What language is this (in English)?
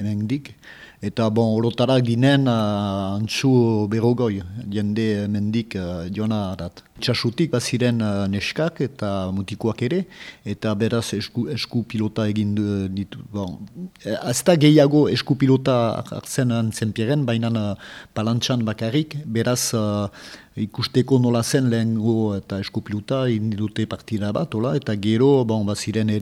Basque